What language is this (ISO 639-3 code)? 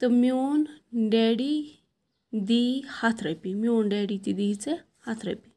kas